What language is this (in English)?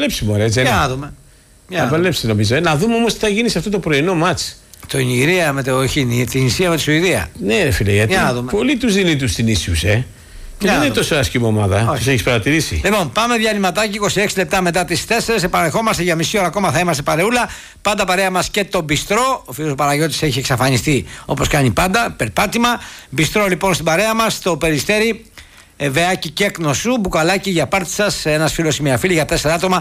Greek